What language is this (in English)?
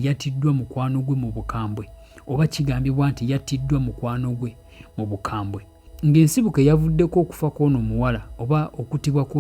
Ganda